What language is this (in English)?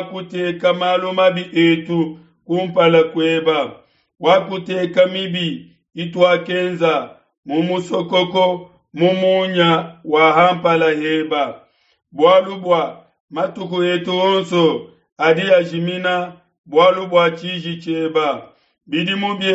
Luba-Lulua